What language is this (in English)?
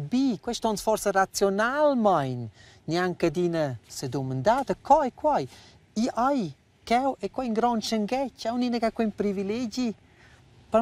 Romansh